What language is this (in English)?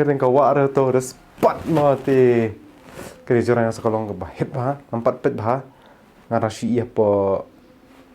Khasi